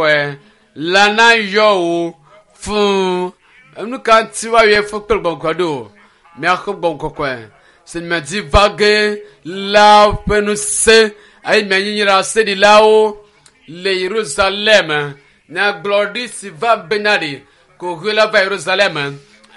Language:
Ewe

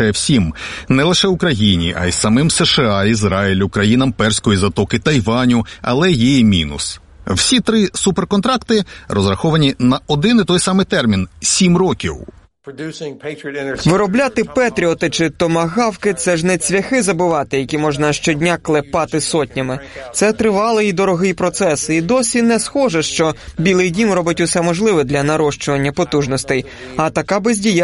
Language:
Ukrainian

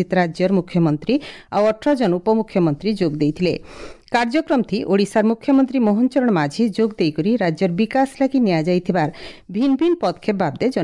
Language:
Odia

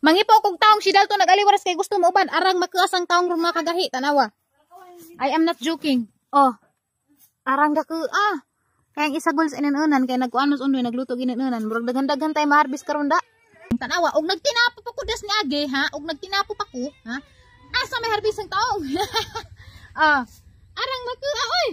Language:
Cebuano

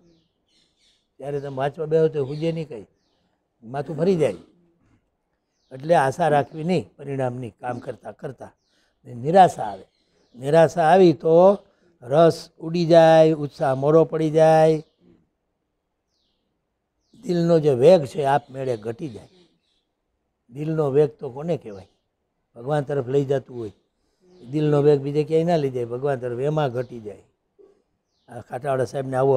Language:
Gujarati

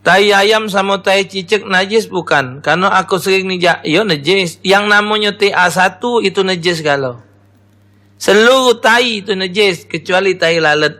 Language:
Musi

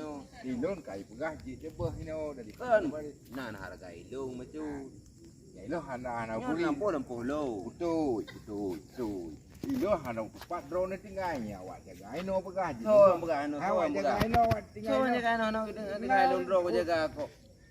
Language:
Achinese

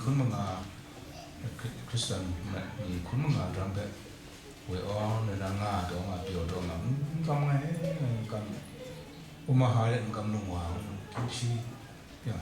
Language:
Kachin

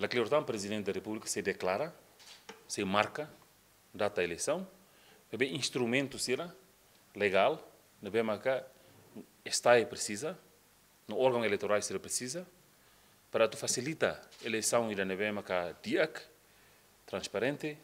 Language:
Tetum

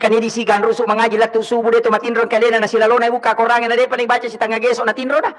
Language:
Buginese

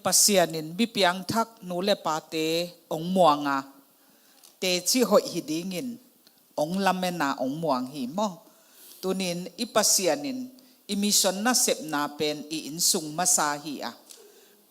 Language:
Tedim Chin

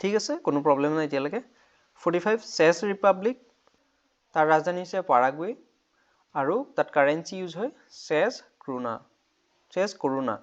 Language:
Assamese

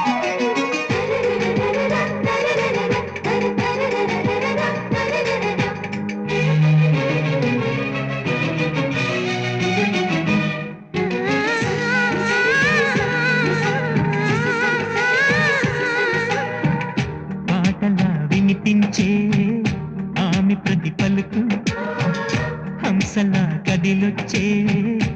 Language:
Telugu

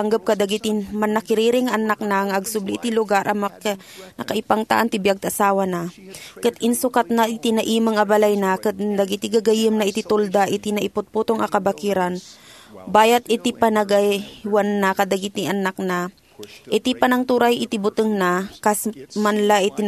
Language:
Iloko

